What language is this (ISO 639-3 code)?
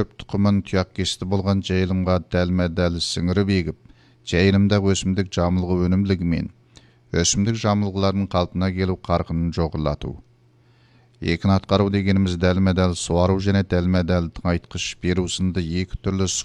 kaz